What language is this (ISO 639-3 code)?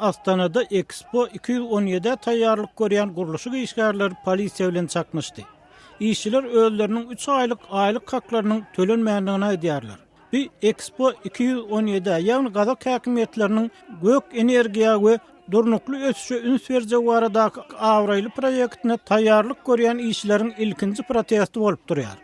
tuk